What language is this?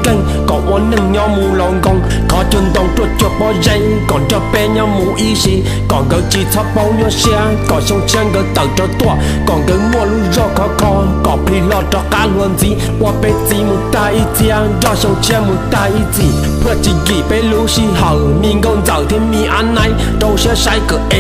Hmong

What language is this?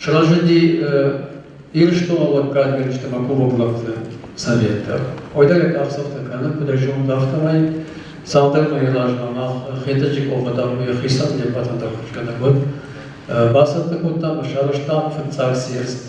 Ossetic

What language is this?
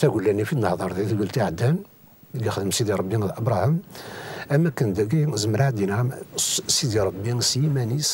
Kabyle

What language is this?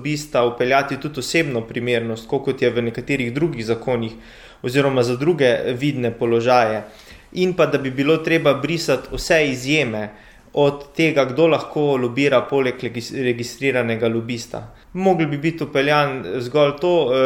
Slovenian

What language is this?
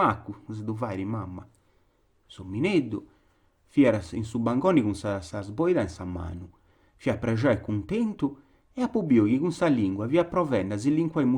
Sardinian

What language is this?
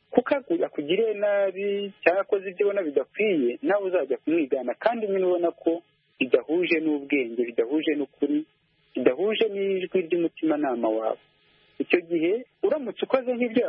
Kinyarwanda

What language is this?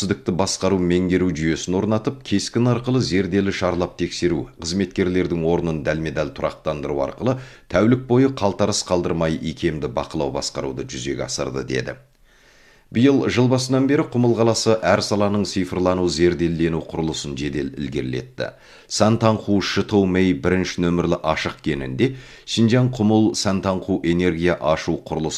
Kazakh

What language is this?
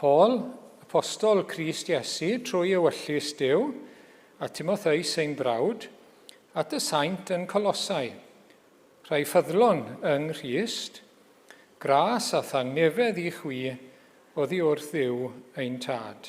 Welsh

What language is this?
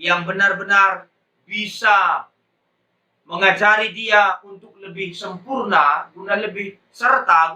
Batak Karo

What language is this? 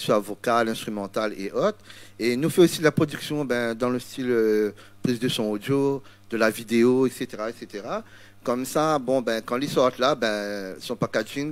Réunion Creole French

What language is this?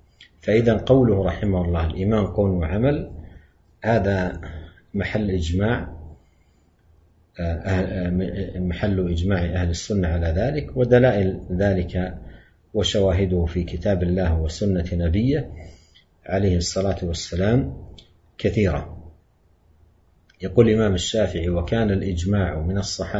Arabic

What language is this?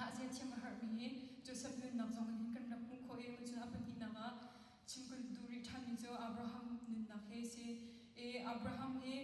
Hakha Chin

